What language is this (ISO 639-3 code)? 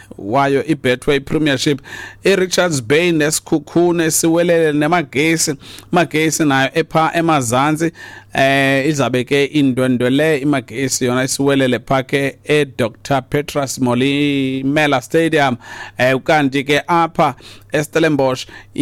xho